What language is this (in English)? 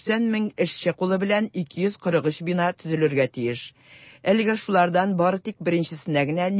Tatar